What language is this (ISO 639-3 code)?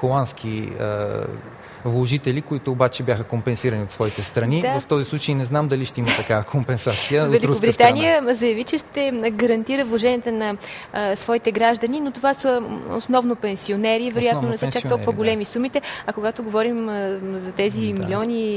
bul